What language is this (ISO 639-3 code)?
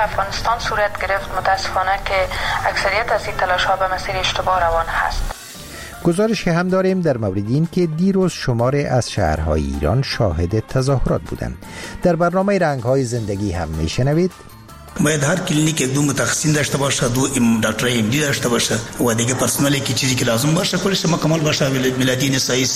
fas